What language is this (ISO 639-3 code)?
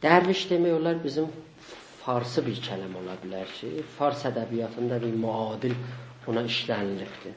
azb